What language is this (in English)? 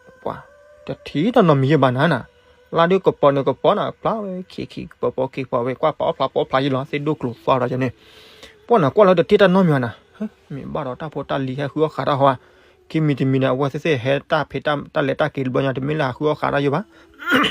S'gaw Karen